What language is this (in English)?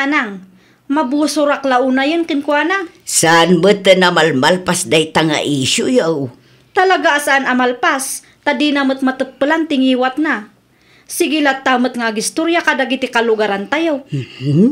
Iloko